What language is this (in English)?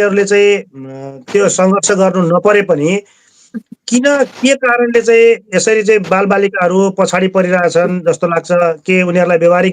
Nepali